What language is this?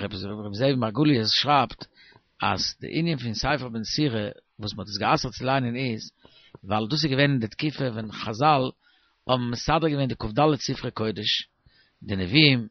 Yiddish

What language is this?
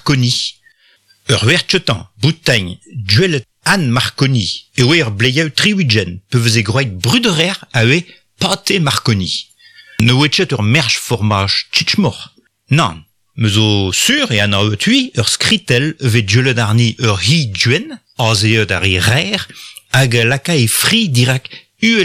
Breton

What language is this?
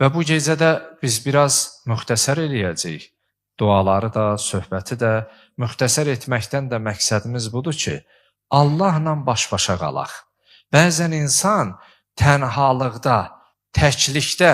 Azerbaijani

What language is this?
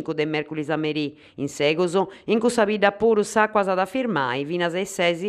Sardinian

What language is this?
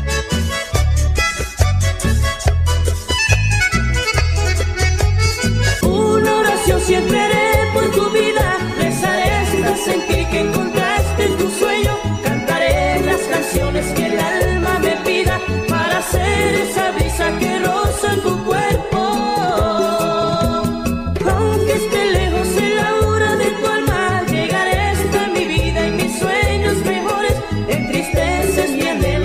Spanish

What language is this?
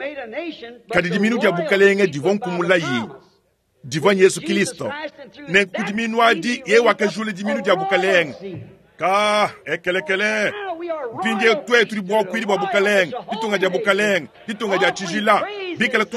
Luba-Lulua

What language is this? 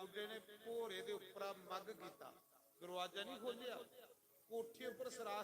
Dogri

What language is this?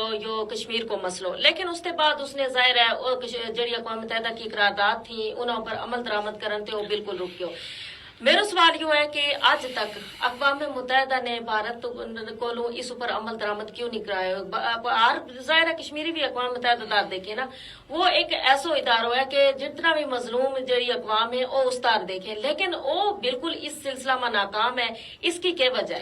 Gujari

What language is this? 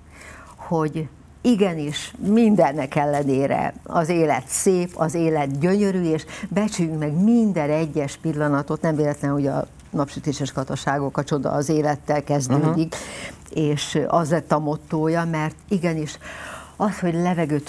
Hungarian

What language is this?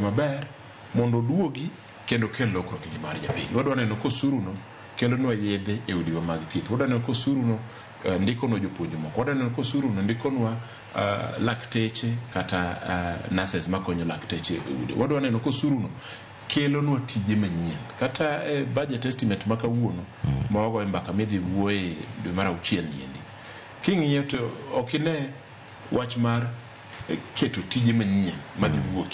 Luo (Kenya and Tanzania)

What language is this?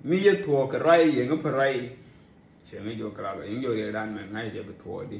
Nuer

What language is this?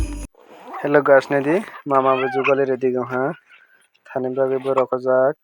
Kok Borok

